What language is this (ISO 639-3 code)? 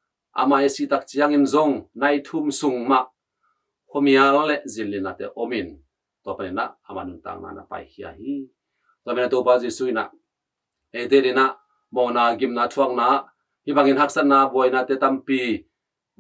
ctd